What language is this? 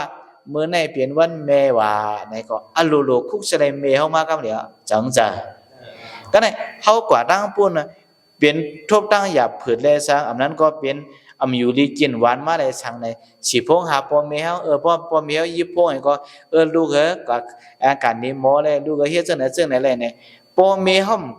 Shan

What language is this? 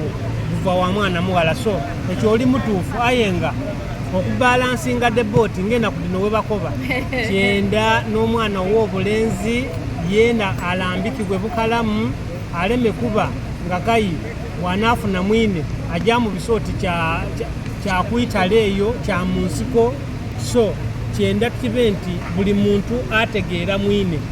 Soga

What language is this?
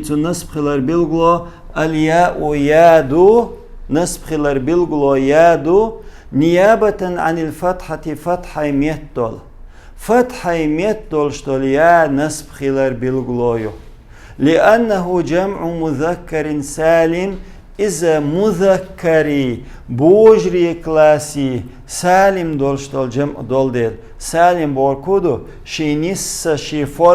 Chechen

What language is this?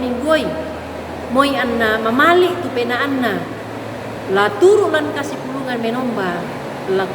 Toraja-Sa'dan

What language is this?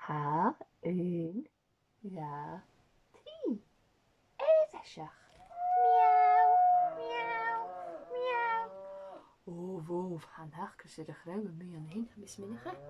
Scottish Gaelic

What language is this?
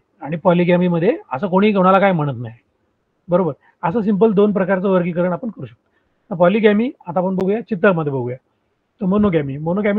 Marathi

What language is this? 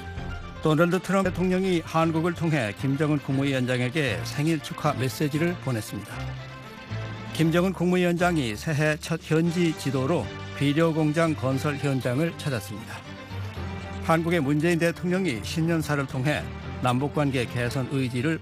Korean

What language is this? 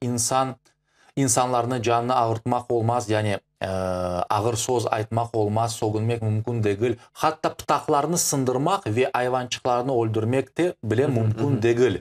Crimean Tatar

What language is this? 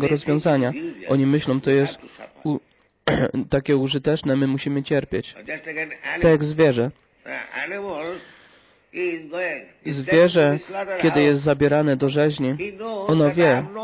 Polish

